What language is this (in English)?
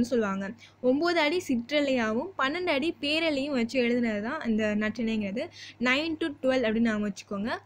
Tamil